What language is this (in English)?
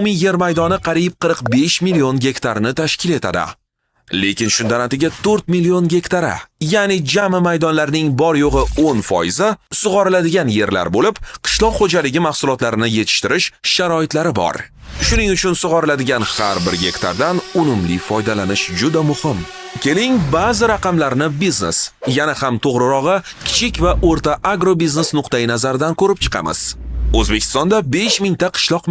Uzbek